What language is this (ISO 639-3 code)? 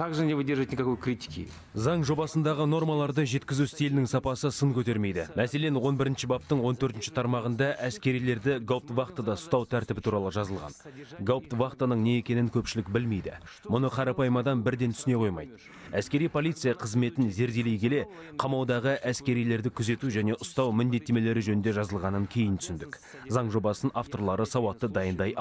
kaz